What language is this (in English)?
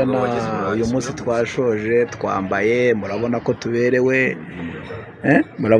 Kinyarwanda